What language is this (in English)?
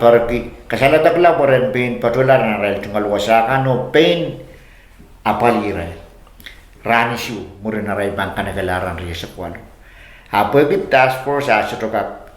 Pohnpeian